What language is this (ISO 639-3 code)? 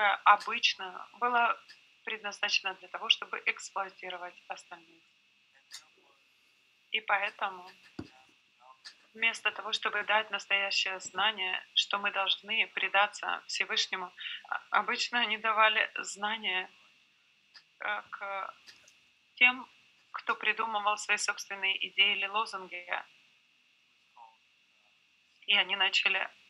rus